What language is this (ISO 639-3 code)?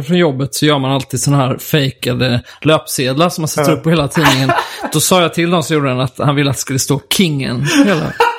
swe